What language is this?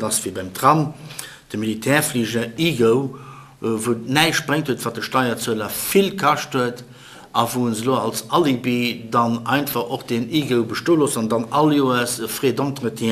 Luxembourgish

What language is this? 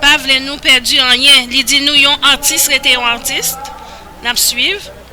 Haitian Creole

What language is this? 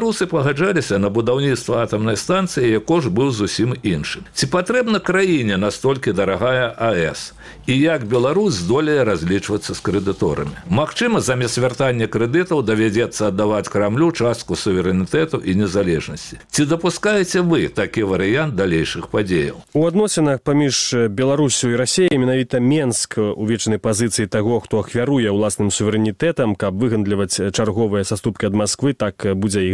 Belarusian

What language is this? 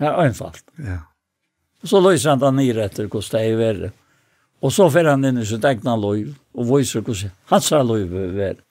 Faroese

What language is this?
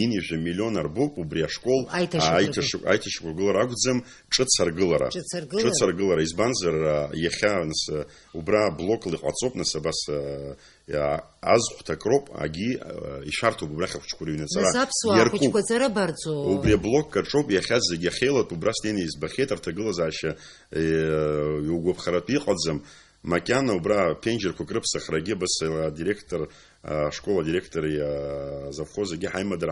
Abkhazian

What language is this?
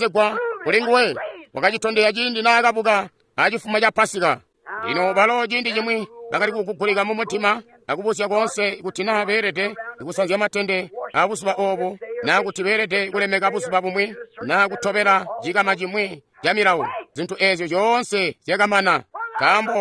Tonga (Zambia)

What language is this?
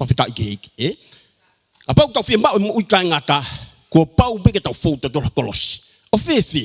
Tongan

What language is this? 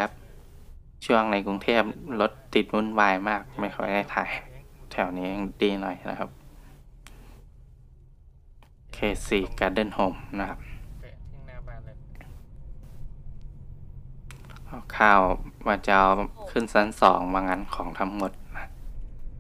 Thai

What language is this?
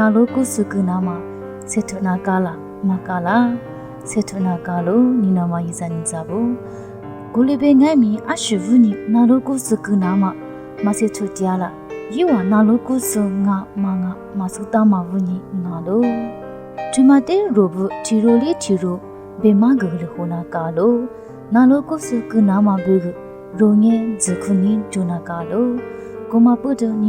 Lisu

